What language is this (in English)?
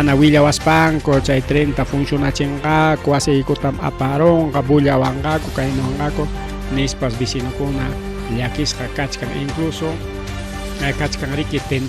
Ayacucho Quechua